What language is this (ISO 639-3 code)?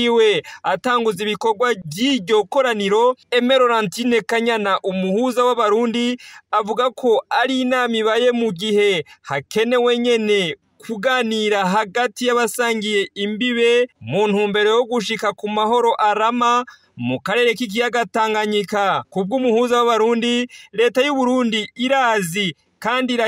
run